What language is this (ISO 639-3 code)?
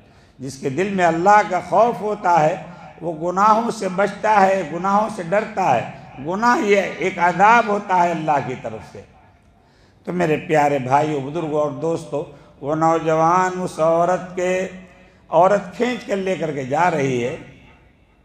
urd